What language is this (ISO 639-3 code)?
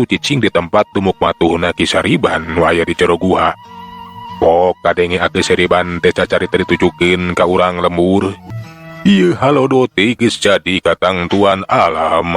sun